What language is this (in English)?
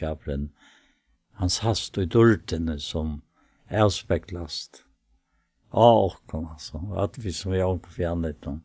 Faroese